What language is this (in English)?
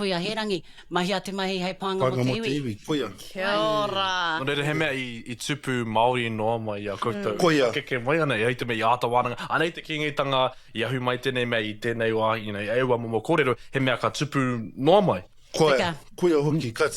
Māori